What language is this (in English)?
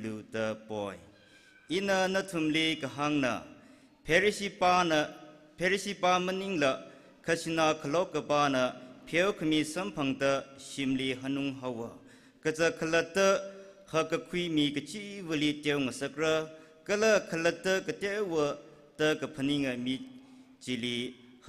Tangkhul Naga (India)